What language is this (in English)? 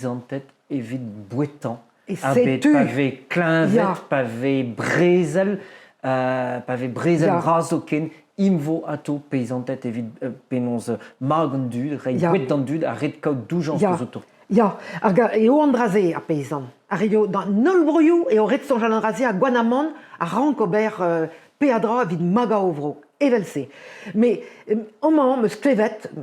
Breton